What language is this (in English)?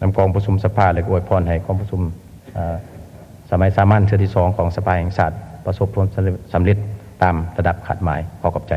Lao